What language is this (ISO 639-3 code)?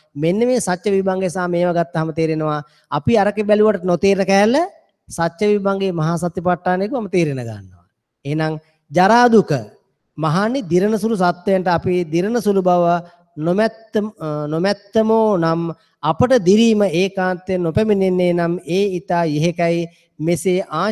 sin